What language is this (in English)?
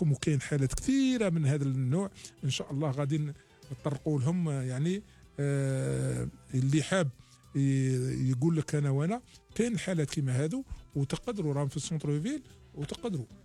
Algerian Arabic